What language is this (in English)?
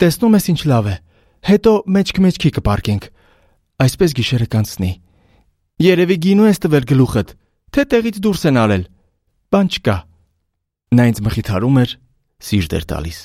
Armenian